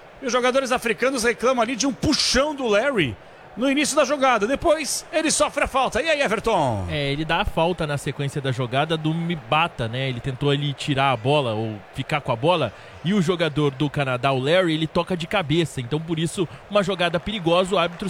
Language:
Portuguese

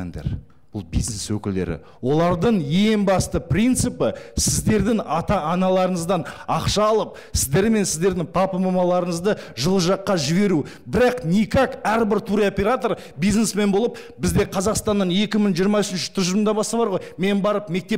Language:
Kazakh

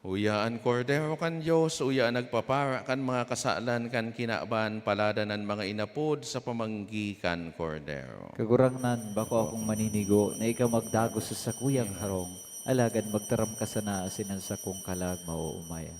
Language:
Bikol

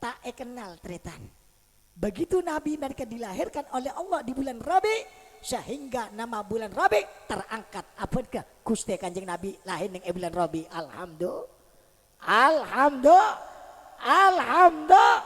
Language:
Madurese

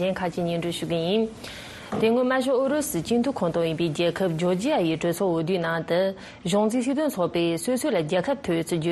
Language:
Tibetan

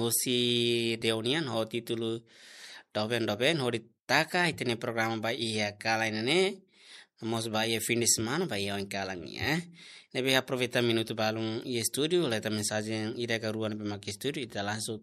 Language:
Tetum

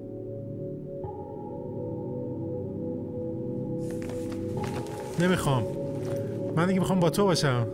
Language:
Persian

